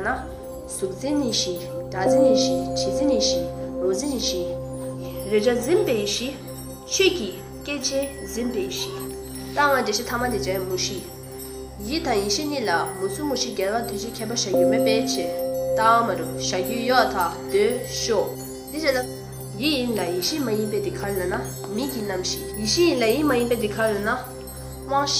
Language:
Tibetan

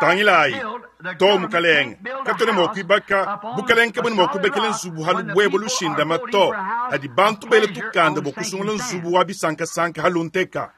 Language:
Luba-Lulua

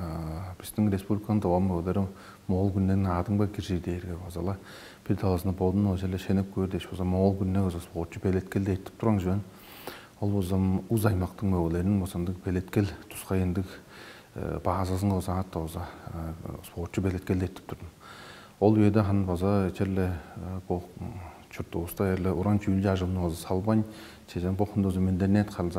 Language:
Tuvinian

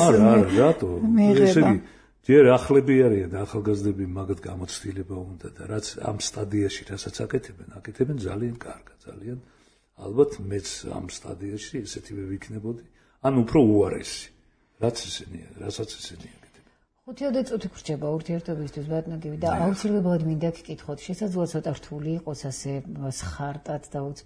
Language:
Georgian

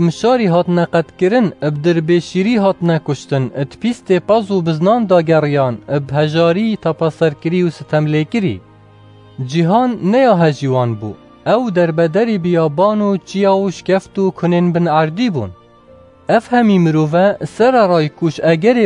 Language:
Kurdish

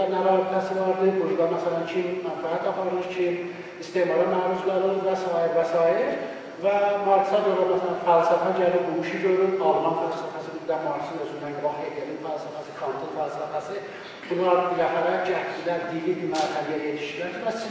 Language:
South Azerbaijani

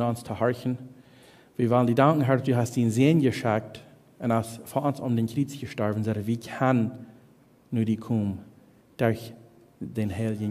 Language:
Plautdietsch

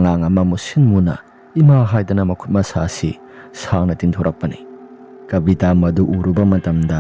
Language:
Manipuri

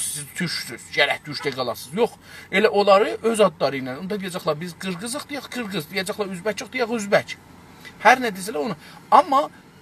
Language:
South Azerbaijani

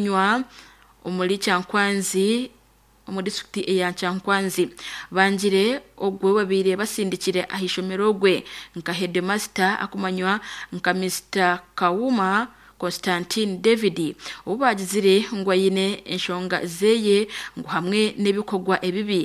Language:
Nyankole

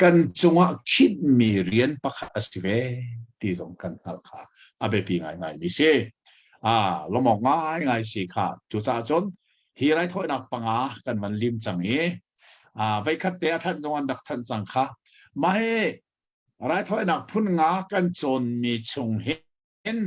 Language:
Hakha Chin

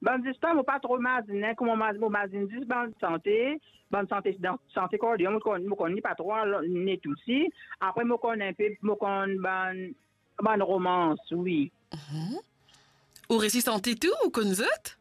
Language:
Morisyen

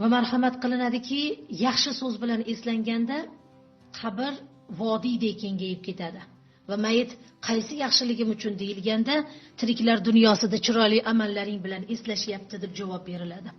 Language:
Uzbek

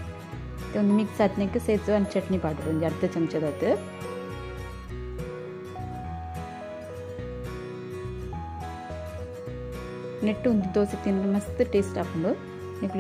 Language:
Tulu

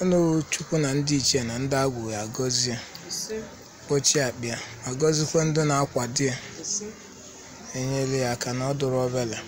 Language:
Igbo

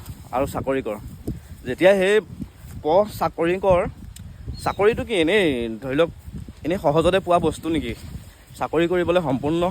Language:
Assamese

